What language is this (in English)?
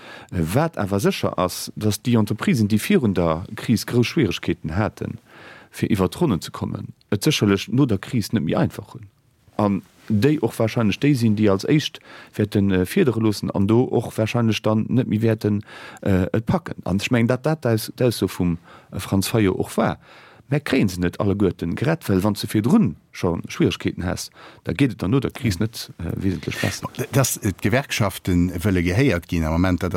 Luxembourgish